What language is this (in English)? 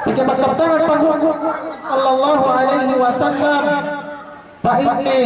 Yakan